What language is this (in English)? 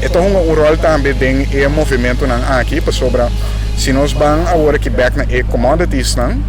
Papiamento